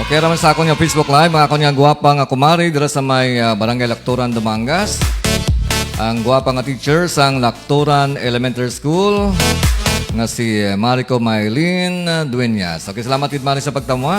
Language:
Hiligaynon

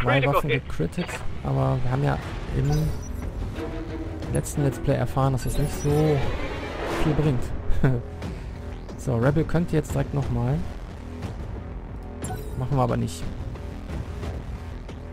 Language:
German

